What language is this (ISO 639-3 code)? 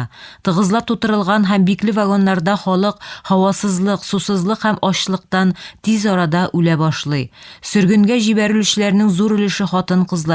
tat